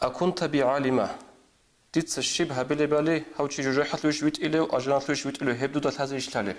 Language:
Avaric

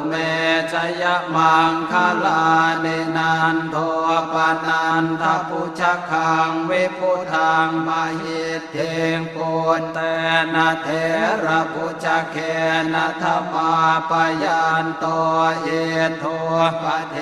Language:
Pali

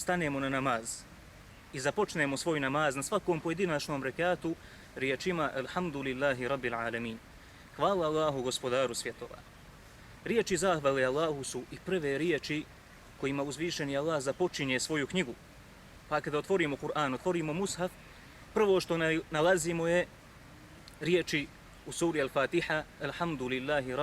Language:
Bosnian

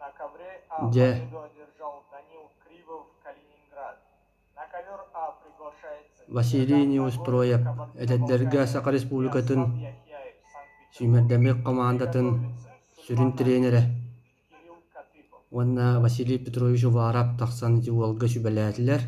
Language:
Yakut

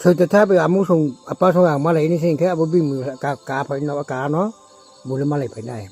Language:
Riang (India)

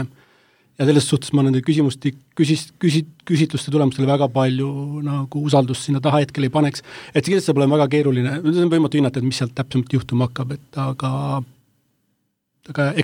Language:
Estonian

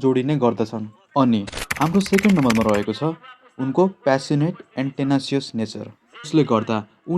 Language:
Nepali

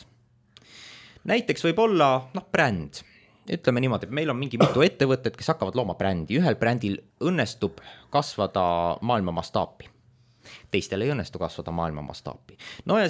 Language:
Estonian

